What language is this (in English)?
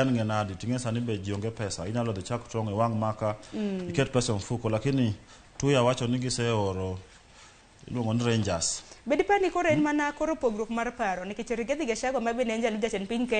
Luo (Kenya and Tanzania)